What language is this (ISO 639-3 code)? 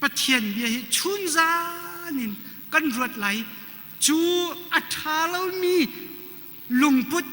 cnh